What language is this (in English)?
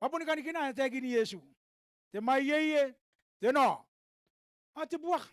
Gilbertese